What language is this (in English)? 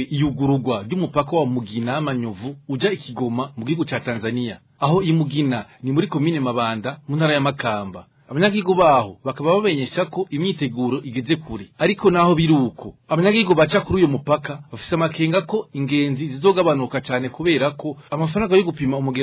Rundi